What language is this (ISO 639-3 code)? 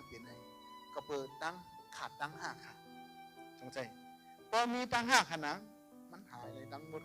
shn